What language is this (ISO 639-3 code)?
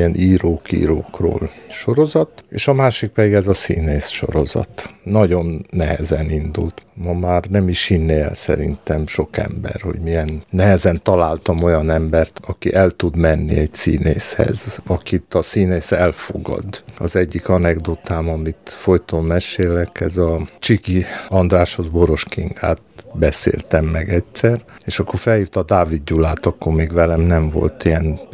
hun